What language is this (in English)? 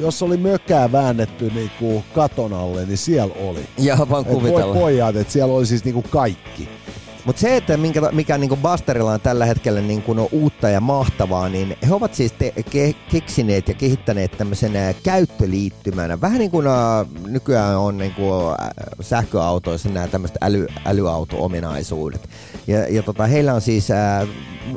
Finnish